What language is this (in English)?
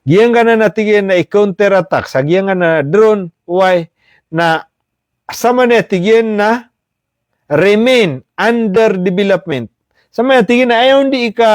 Maranao